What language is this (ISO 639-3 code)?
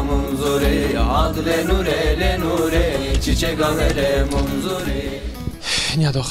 zza